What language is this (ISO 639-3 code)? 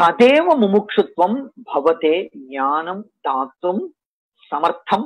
san